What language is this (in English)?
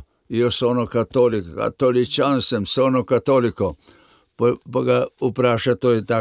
Slovenian